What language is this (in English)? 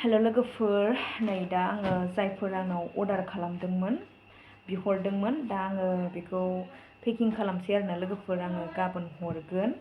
Bodo